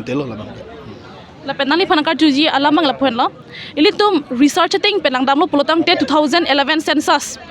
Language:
Karbi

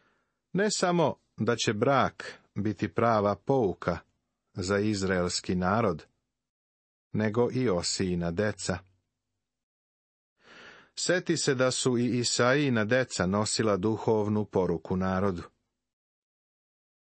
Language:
Serbian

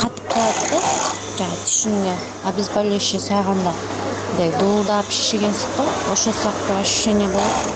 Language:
Kyrgyz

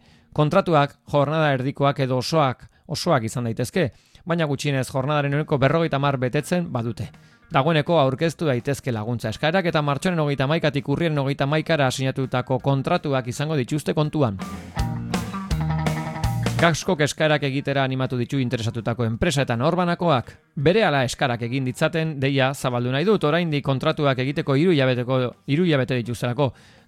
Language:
Basque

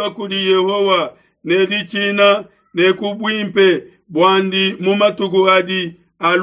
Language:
Luba-Lulua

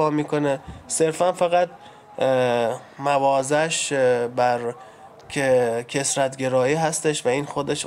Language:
Persian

